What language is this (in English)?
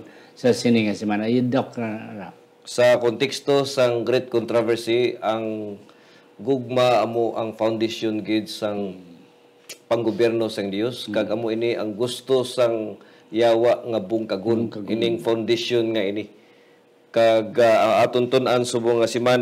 Hiligaynon